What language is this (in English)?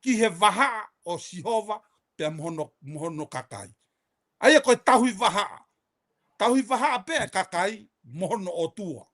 Tongan